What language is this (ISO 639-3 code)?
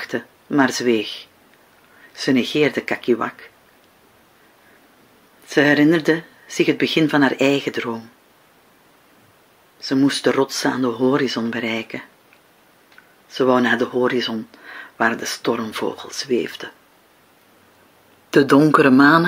nld